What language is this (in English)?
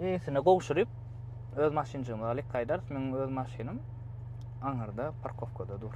Turkmen